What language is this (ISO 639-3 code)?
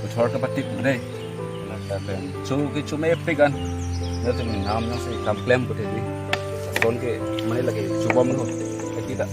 mjw